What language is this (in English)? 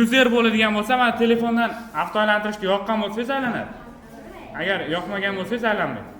Uzbek